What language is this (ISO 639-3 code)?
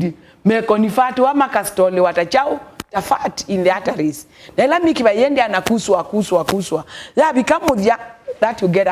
kam